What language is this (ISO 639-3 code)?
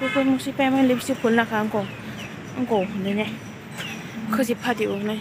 trp